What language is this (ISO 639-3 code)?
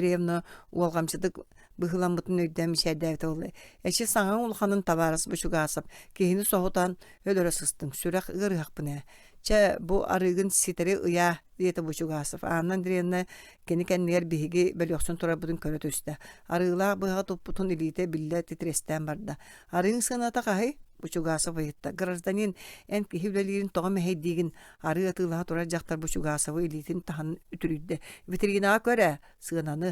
sah